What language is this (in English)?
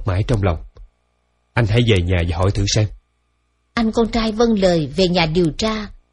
Vietnamese